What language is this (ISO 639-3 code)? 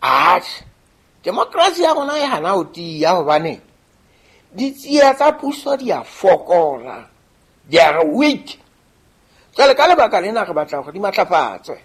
sot